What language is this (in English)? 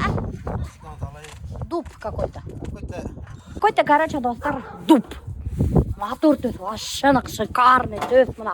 Bashkir